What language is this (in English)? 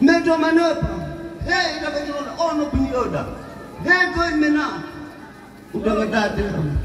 Nias